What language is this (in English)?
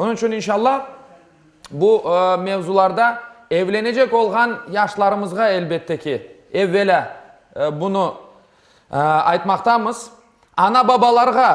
Crimean Tatar